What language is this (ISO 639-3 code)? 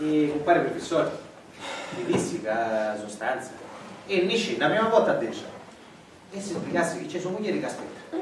scn